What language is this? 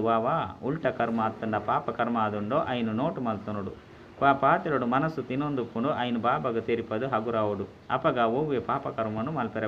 Tulu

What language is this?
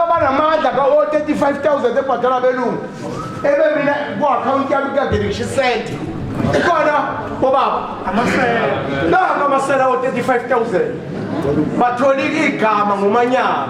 Zulu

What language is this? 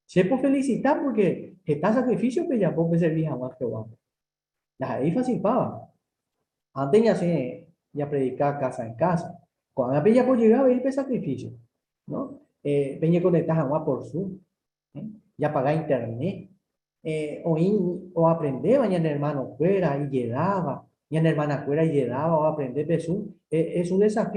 Guarani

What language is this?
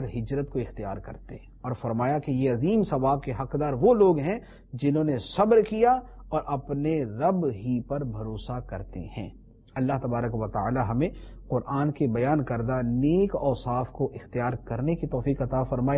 Urdu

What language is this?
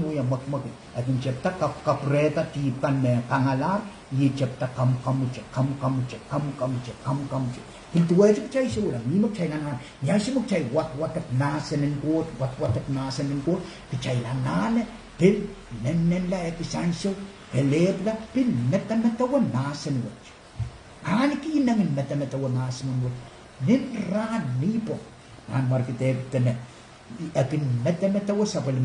Pohnpeian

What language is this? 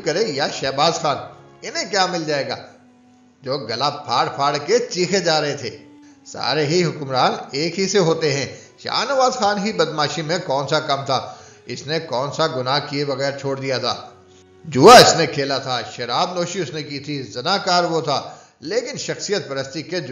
Urdu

